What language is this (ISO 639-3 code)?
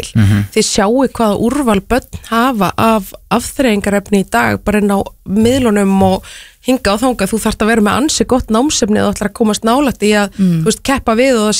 isl